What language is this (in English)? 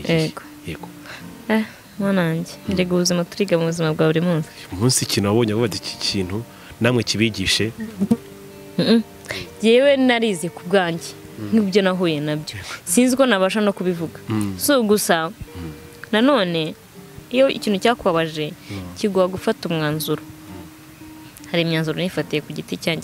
Kinyarwanda